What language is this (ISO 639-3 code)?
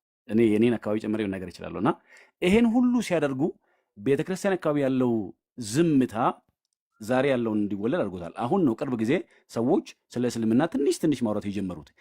amh